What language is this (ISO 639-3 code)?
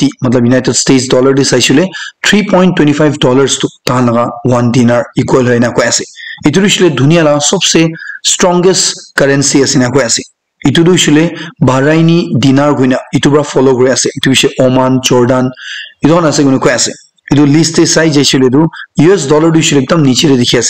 nag